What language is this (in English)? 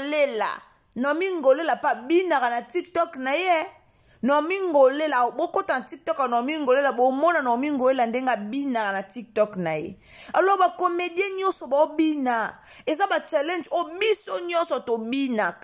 Lingala